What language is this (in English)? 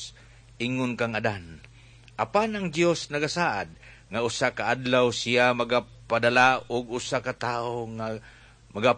Cebuano